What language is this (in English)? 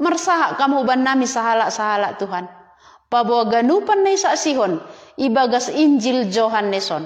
Batak Simalungun